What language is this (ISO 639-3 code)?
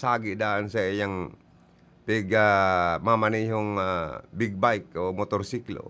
bik